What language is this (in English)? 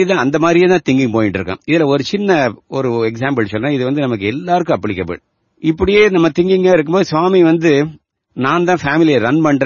Tamil